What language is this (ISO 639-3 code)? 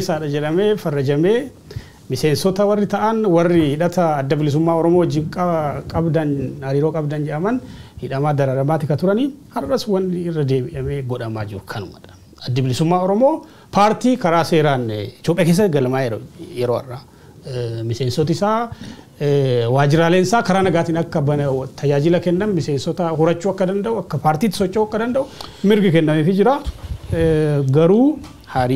orm